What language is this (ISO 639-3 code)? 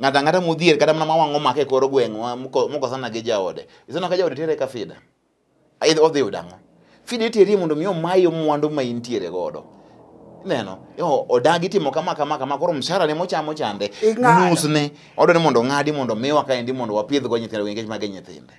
luo